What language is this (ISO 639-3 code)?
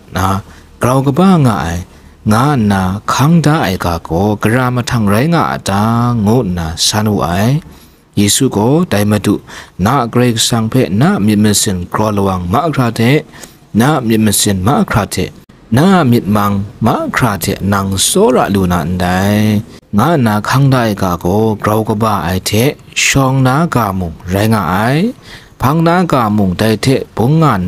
kac